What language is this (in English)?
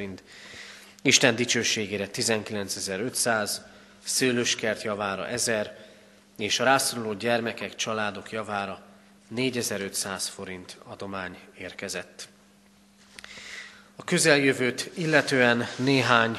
Hungarian